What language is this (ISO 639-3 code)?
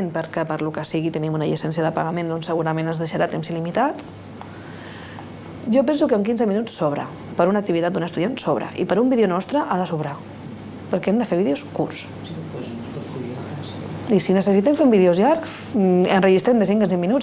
cat